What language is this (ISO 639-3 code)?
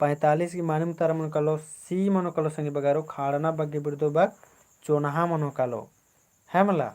kru